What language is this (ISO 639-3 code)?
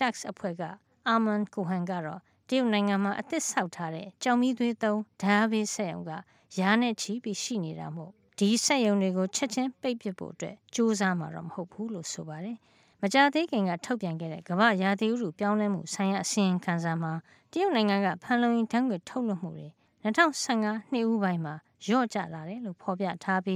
mya